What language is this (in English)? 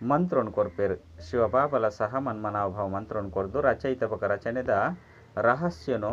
Tulu